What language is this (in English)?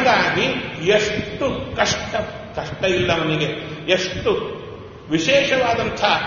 Kannada